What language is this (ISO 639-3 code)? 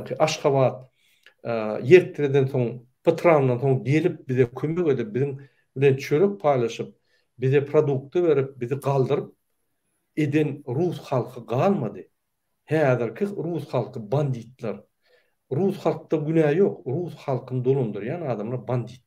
tuk